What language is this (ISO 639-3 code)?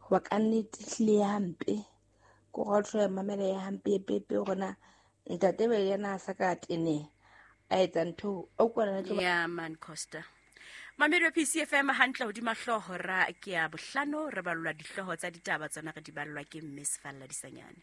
sot